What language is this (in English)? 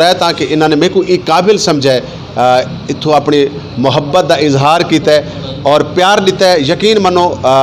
Saraiki